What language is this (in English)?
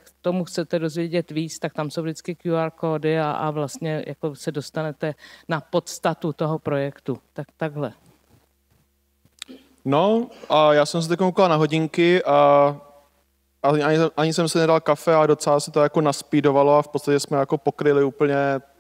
Czech